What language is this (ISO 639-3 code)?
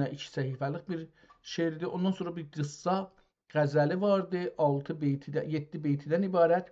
azb